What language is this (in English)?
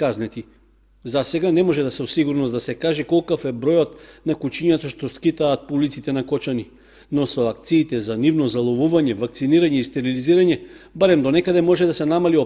Macedonian